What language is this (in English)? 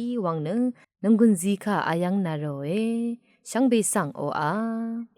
Rawang